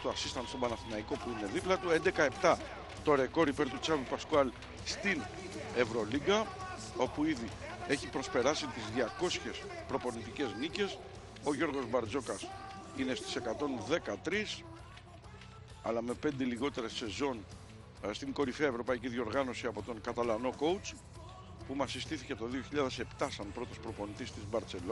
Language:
Greek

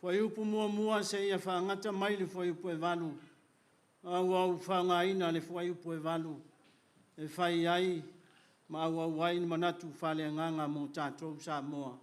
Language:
Samoan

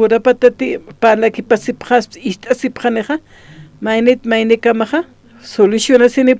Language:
Aymara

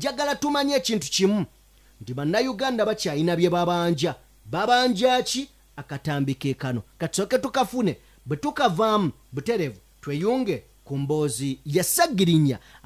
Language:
Ganda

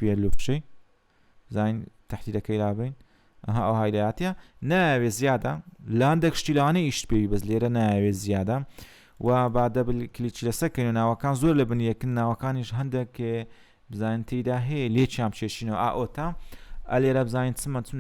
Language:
Central Kurdish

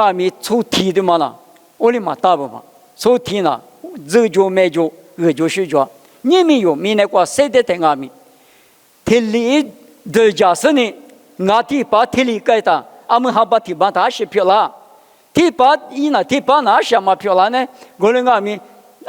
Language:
Lisu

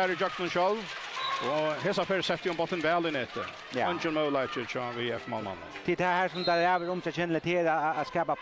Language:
Faroese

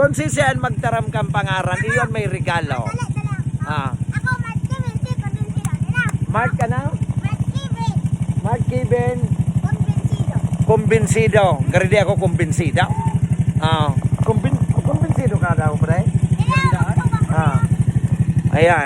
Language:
Bikol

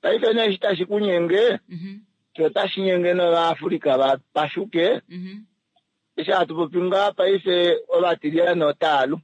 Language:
Kuanyama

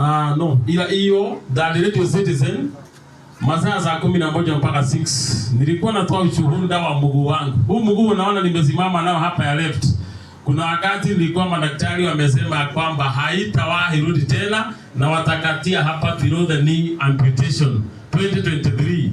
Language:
Swahili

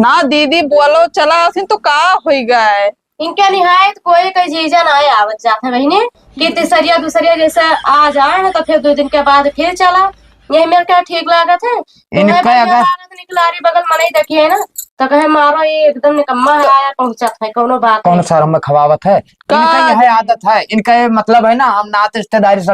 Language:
Awadhi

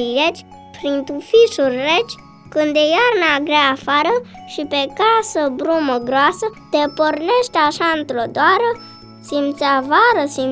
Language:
Romanian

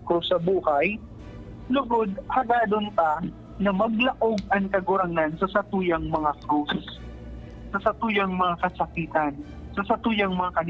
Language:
Bikol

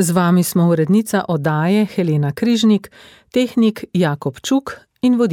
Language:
Slovenian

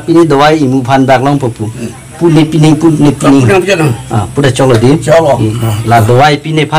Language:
Karbi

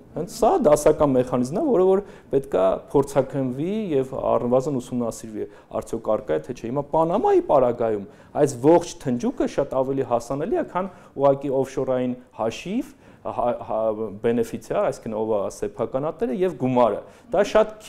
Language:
Armenian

